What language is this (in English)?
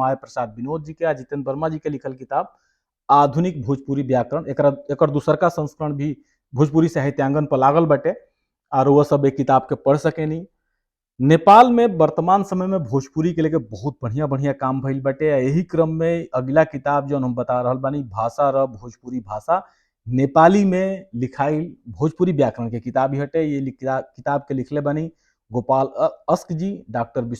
Bhojpuri